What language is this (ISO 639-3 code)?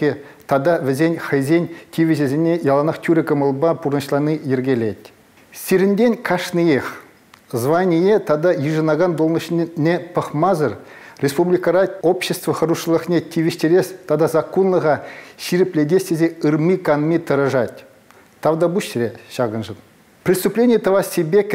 chv